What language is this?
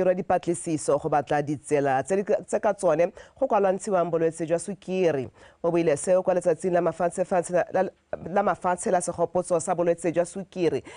Tswana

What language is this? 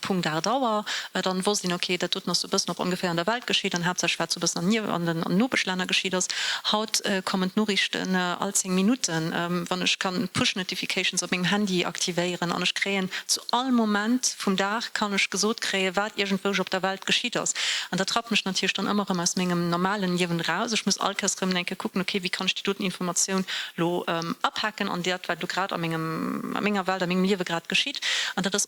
Luxembourgish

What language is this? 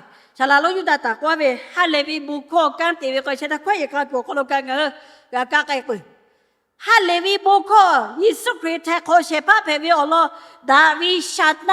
Lahu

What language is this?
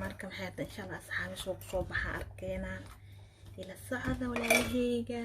Somali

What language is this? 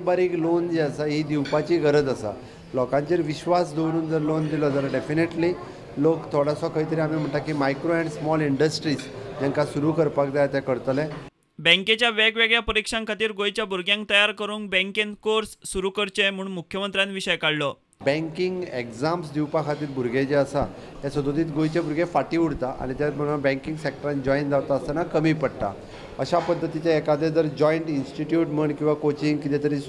Konkani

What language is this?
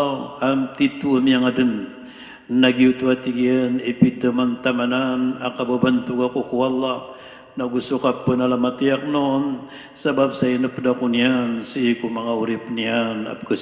Maranao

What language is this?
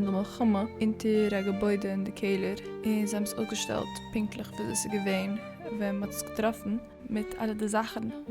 Yiddish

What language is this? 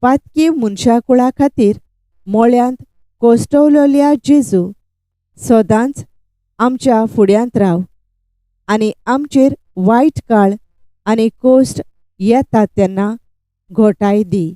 Konkani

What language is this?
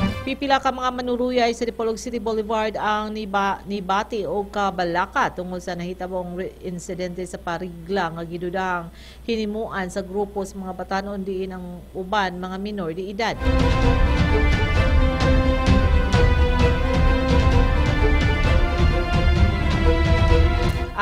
Cebuano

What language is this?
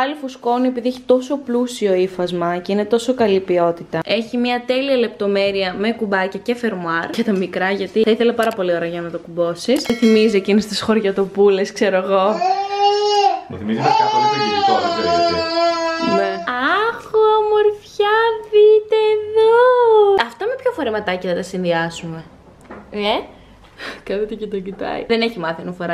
Greek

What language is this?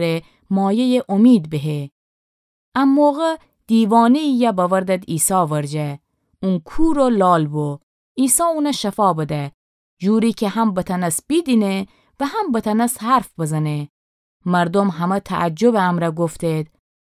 Gilaki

